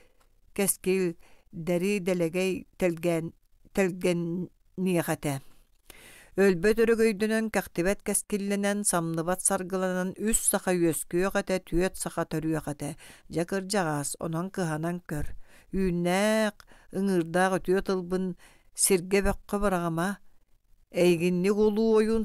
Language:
Yakut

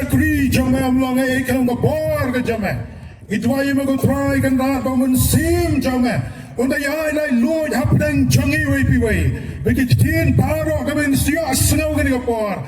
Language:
Khasi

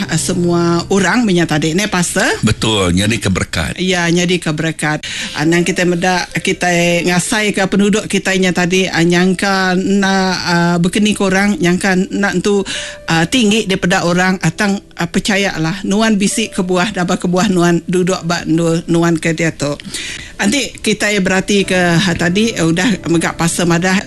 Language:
Iban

